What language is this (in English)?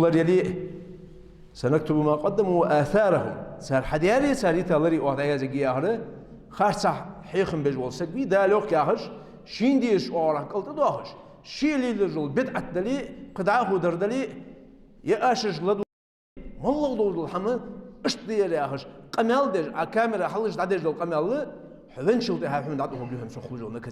Ingush